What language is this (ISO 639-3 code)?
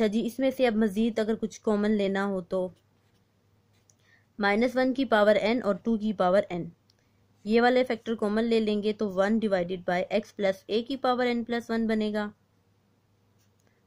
hin